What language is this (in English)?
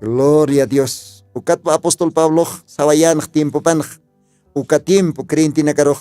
Aymara